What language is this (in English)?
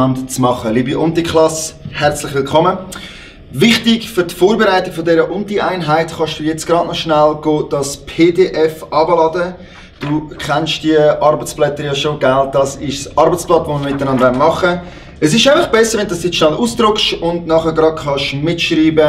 Swiss German